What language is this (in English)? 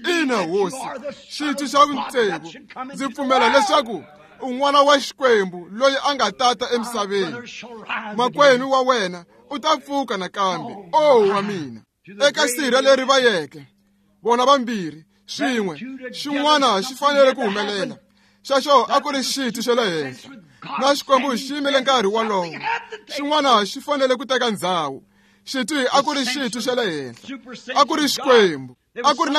Tsonga